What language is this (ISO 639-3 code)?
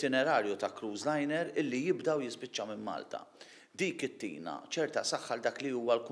mlt